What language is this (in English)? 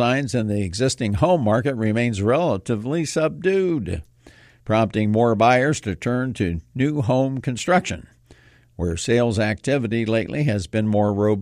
English